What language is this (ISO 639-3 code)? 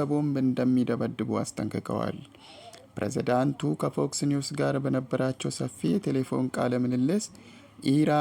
amh